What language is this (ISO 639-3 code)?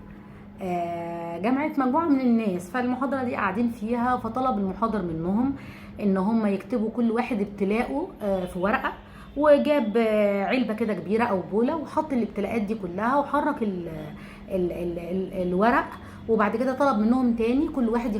arz